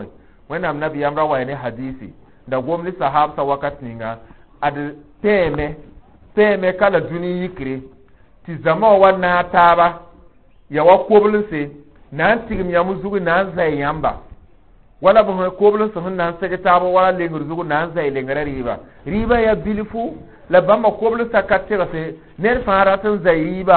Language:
Mossi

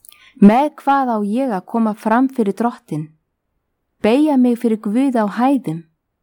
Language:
Icelandic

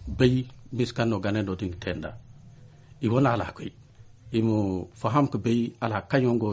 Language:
Zarma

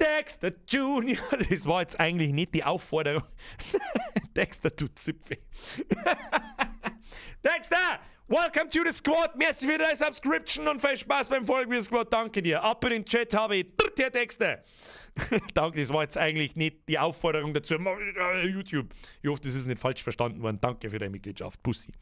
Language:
Bavarian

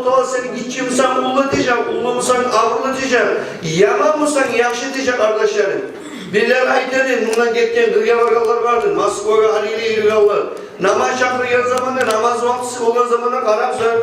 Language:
Kumyk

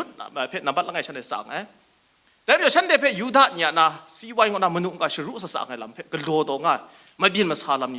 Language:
Kachin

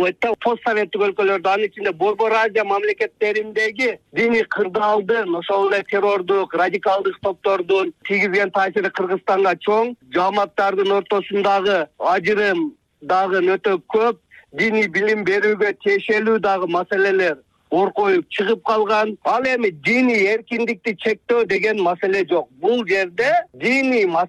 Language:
Kyrgyz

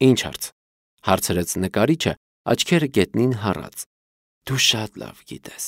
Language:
Armenian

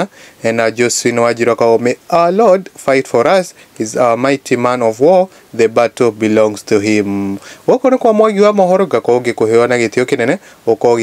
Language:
Kikuyu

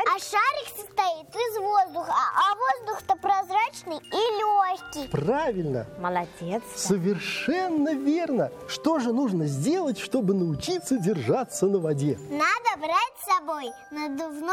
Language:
Russian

